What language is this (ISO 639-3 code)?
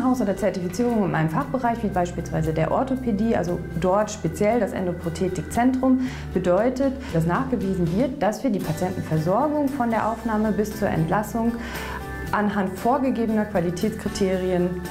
deu